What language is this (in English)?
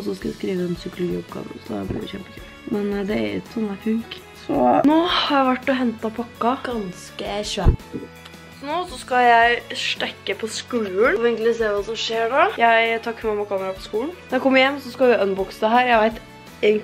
Norwegian